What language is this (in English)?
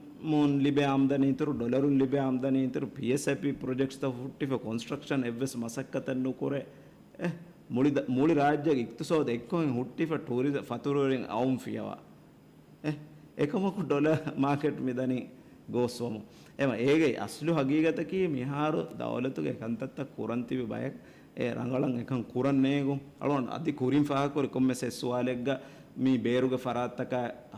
Divehi